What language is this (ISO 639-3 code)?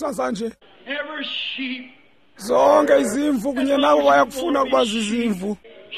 xho